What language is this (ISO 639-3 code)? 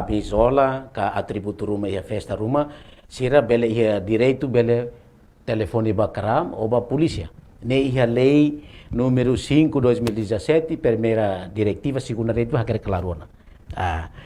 tet